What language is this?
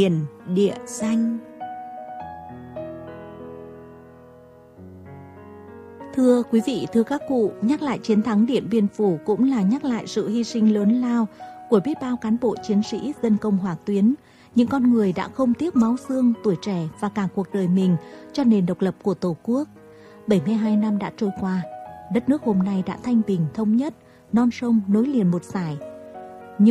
Vietnamese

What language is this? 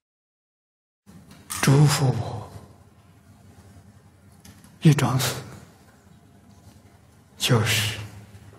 Chinese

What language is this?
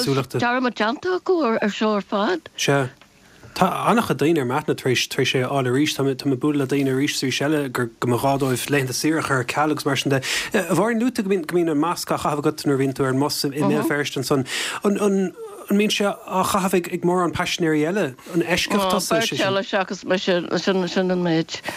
Irish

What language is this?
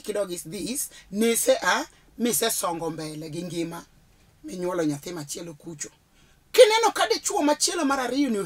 Luo (Kenya and Tanzania)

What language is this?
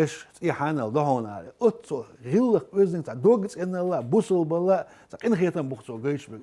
Chechen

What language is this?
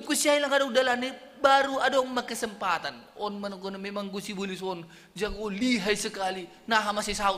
Batak Simalungun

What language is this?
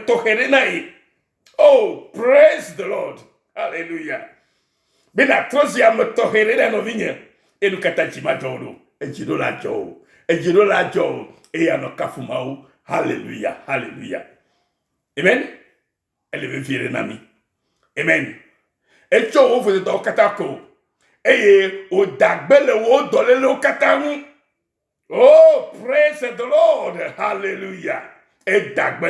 Ewe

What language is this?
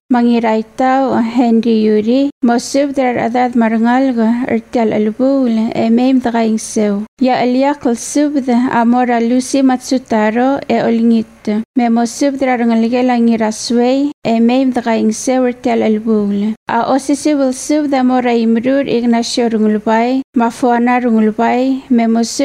Palauan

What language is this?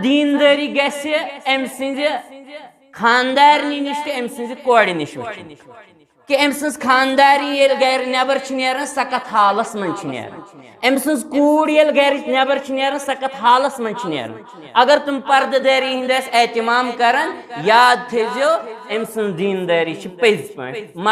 Kashmiri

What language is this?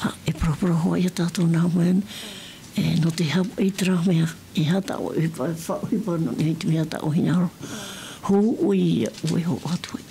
Tahitian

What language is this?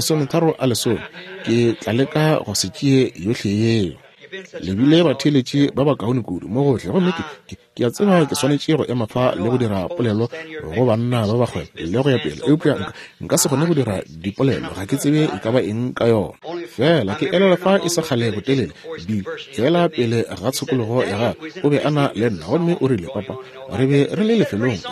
Northern Sotho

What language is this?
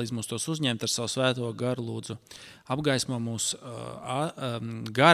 Latvian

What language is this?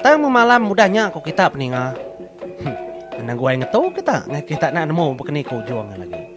Iban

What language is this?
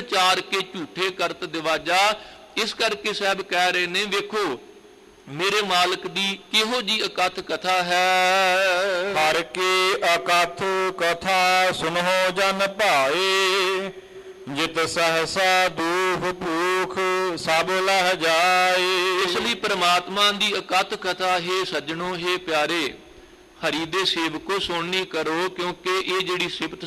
Punjabi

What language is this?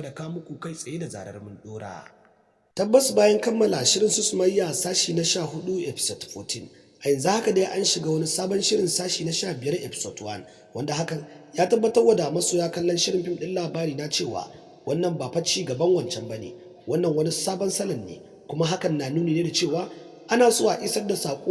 Hausa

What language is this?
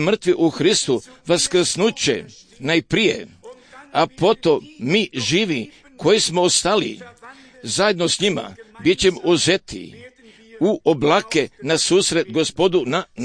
Croatian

